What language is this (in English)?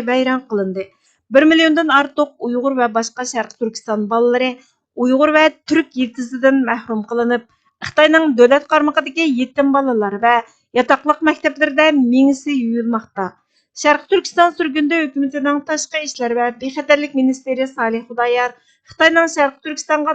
Uyghur